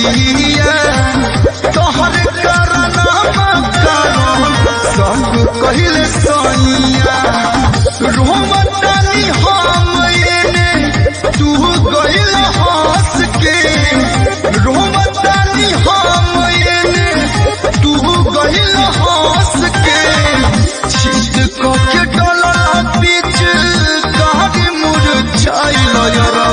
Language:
Bhojpuri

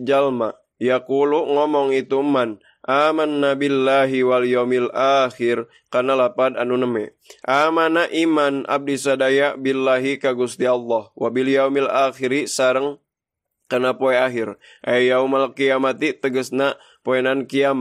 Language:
Sundanese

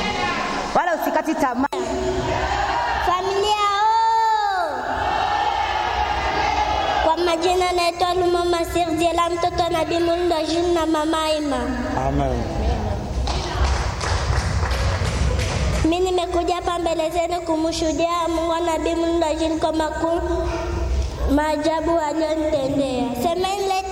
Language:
Swahili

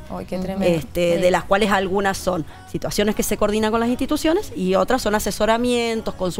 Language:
Spanish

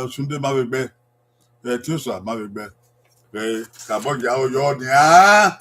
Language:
Bini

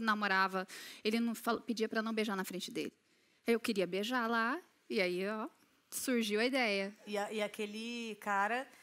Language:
Portuguese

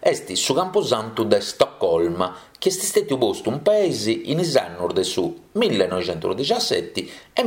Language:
Sardinian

